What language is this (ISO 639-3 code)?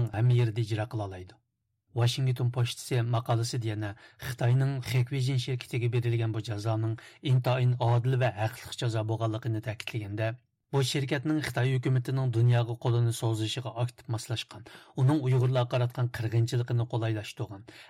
uig